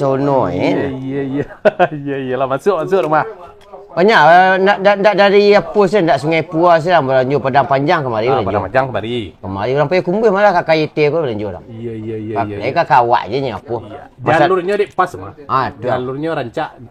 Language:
Minangkabau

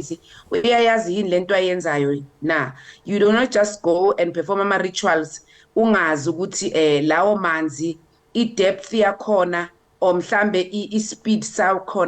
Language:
Zulu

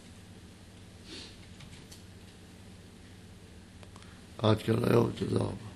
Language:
Hebrew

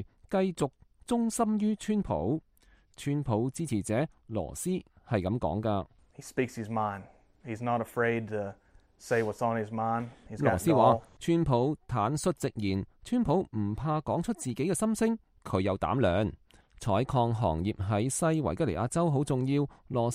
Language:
Cantonese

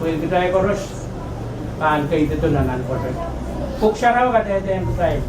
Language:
Pohnpeian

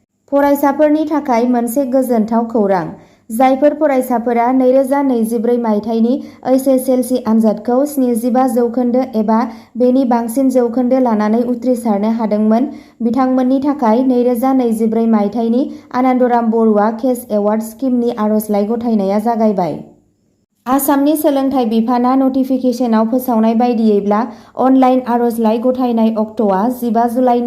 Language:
Bodo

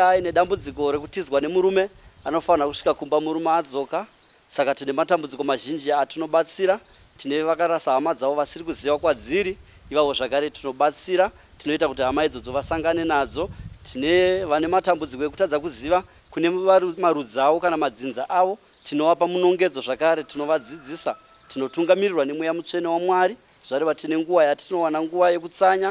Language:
Shona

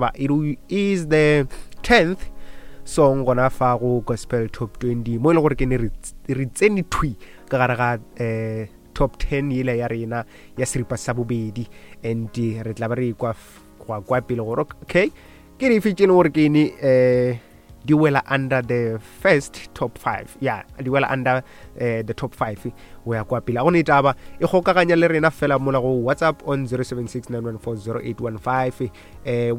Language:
Northern Sotho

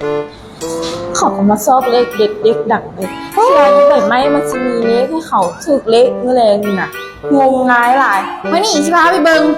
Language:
Lao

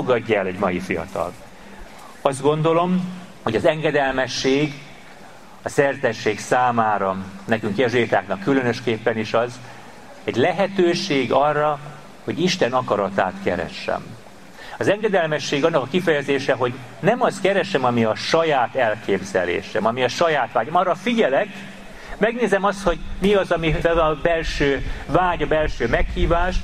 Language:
Hungarian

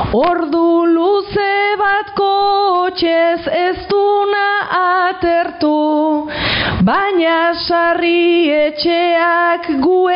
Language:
Basque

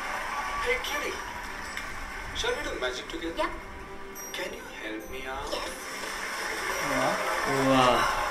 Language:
Hindi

